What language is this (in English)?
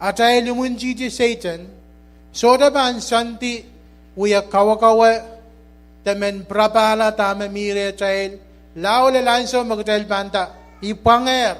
Pohnpeian